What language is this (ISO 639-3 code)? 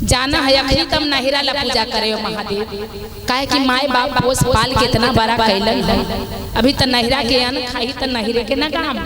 mag